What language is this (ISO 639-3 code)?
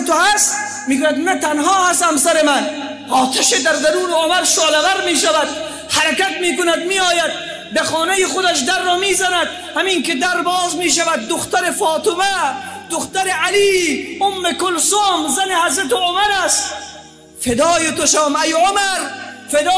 fas